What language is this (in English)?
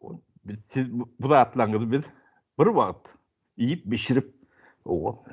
Turkmen